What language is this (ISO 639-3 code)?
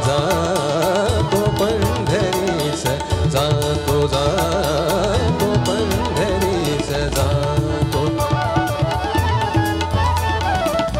mar